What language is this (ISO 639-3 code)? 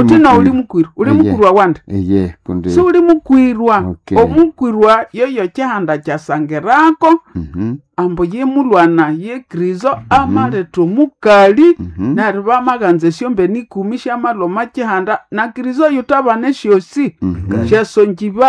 nnb